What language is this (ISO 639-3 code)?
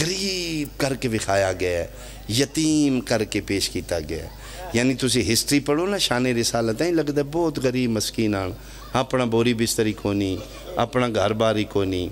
phr